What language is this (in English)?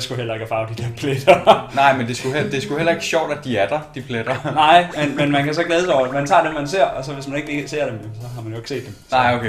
Danish